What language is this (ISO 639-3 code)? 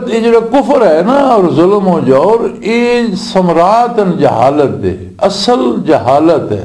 lah